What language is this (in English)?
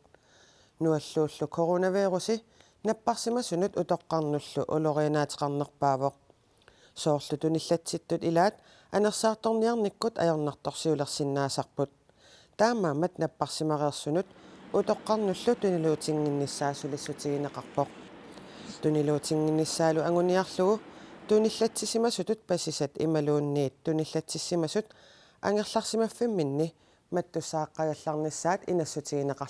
Kalaallisut